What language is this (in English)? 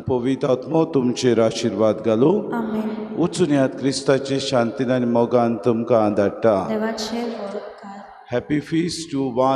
Konkani